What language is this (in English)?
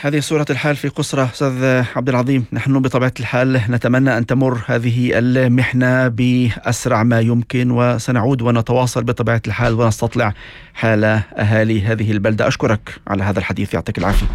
North Levantine Arabic